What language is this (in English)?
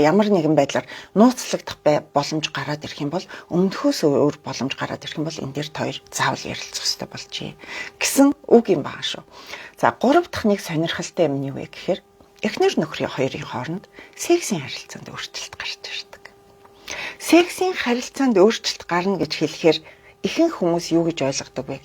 Mongolian